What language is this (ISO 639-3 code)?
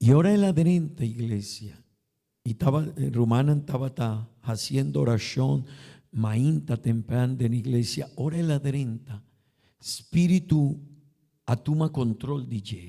pap